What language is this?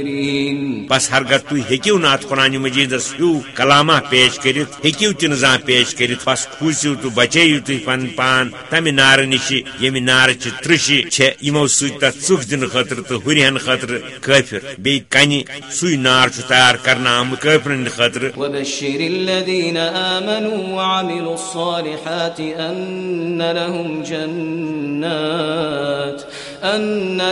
Kashmiri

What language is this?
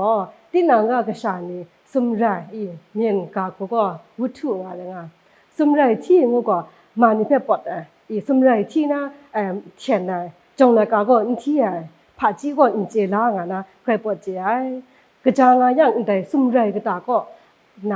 Kachin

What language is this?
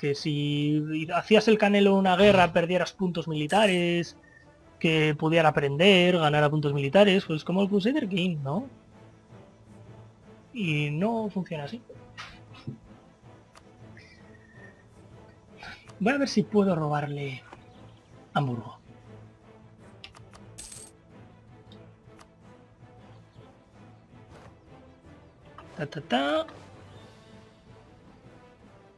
Spanish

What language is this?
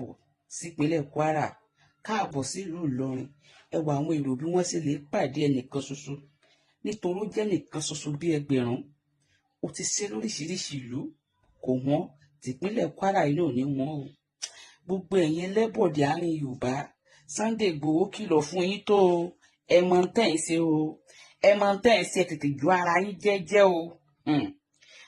Yoruba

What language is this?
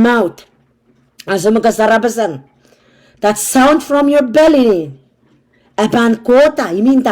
Pohnpeian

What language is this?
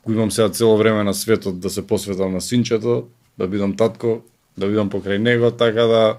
Macedonian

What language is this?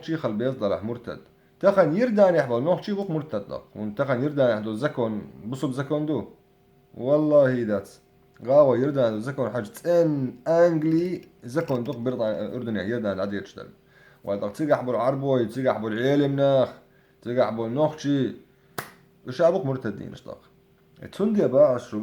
Chechen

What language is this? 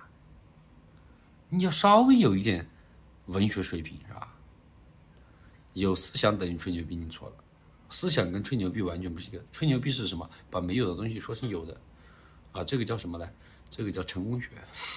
Chinese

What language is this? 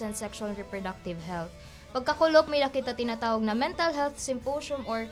Waray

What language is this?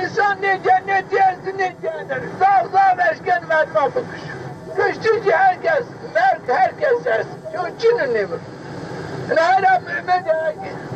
Zaza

